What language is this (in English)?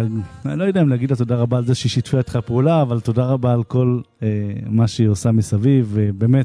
Hebrew